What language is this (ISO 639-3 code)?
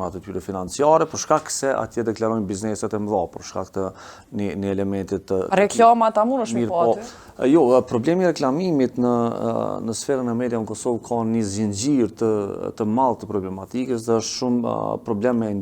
sqi